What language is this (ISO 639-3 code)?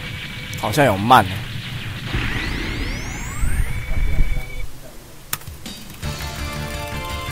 zho